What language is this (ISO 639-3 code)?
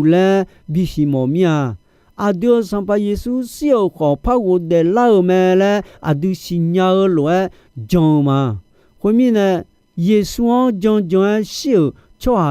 ahk